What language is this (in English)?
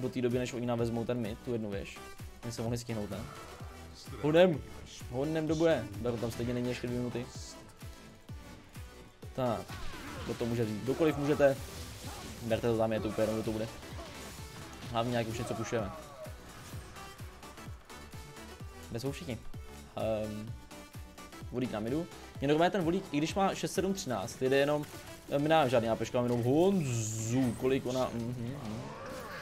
Czech